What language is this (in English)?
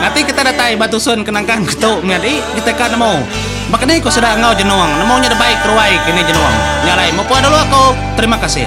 Iban